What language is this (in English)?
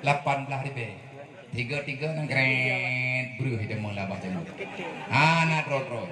Achinese